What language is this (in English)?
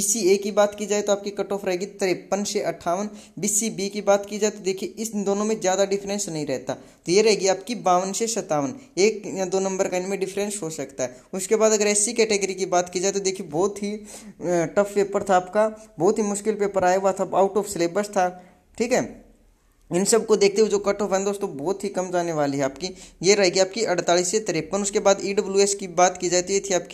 Hindi